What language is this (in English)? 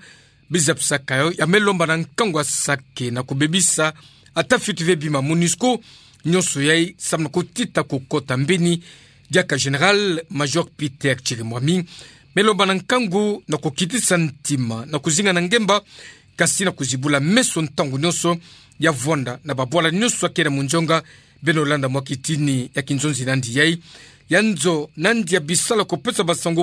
Kituba (Democratic Republic of Congo)